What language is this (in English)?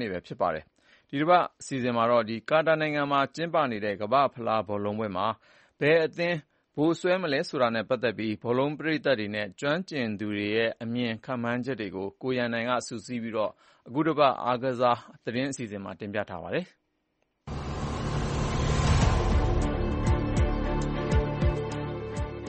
Burmese